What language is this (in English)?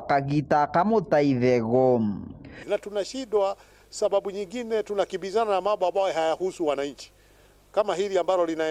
Meru